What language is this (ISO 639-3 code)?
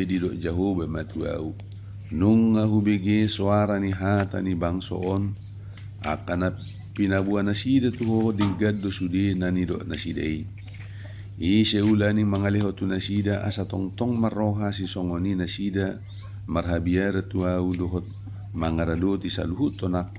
bbc